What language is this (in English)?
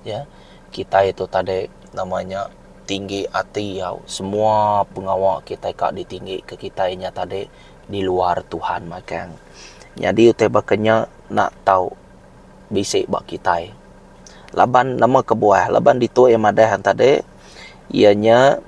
Iban